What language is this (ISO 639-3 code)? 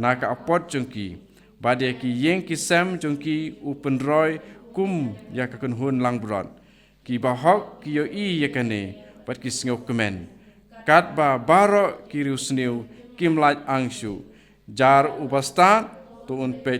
kha